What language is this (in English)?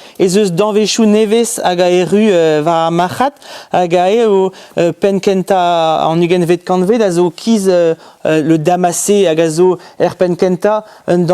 Breton